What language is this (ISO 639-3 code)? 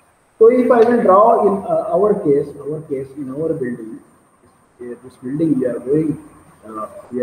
eng